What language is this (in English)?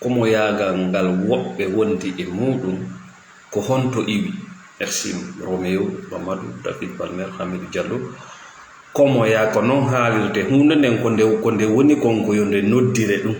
Fula